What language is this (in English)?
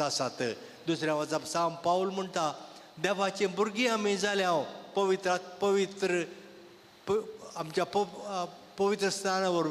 Konkani